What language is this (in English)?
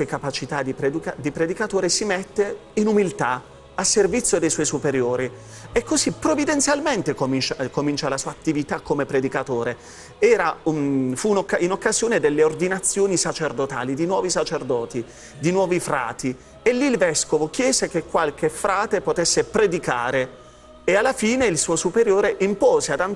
Italian